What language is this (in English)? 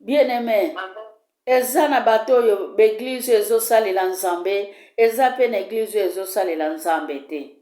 Lingala